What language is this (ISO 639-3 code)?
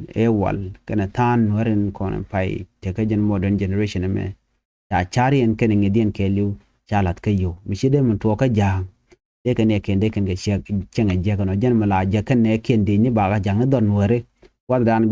nus